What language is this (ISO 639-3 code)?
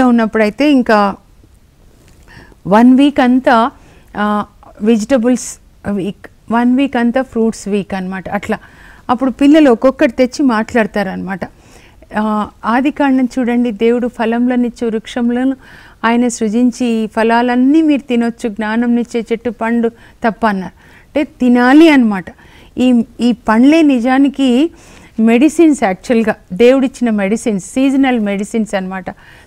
tel